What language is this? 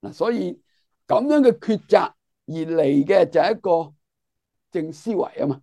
Cantonese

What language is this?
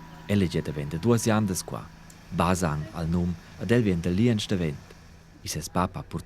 Romansh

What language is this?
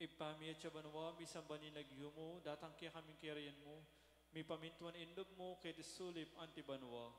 Pampanga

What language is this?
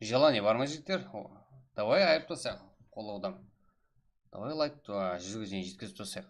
Kara-Kalpak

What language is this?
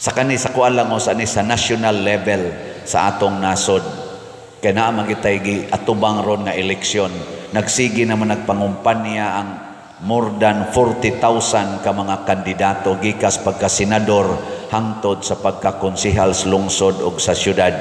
Cebuano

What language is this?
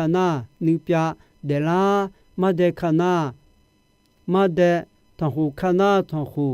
Akha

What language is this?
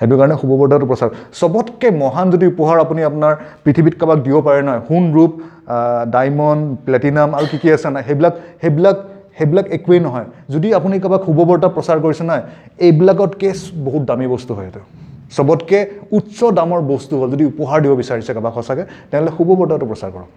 Assamese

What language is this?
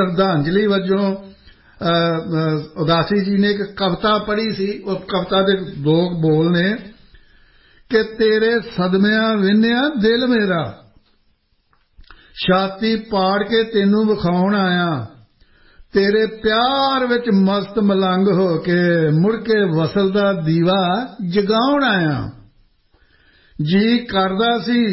Punjabi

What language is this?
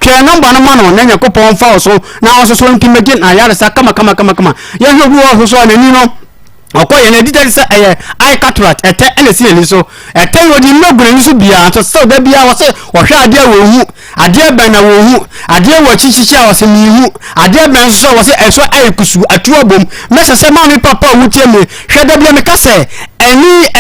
Akan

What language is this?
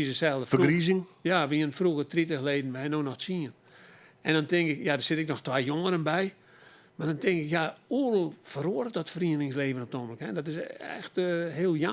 Western Frisian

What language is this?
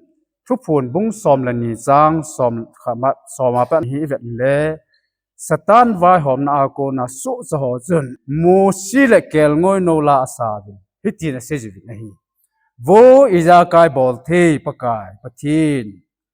Thado Chin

